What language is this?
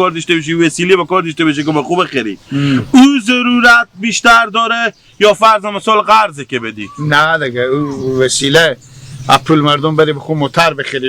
Hazaragi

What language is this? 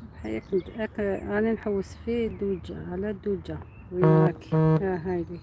Algerian Arabic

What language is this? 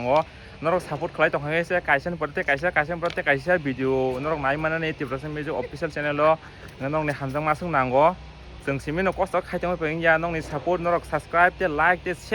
Kok Borok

